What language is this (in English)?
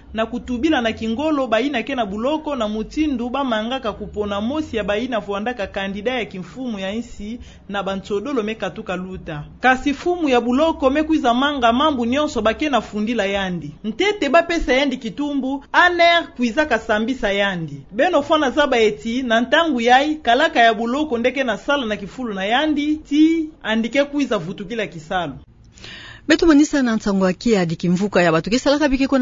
Kituba (Democratic Republic of Congo)